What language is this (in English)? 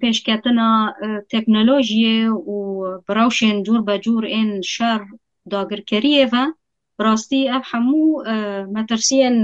Kurdish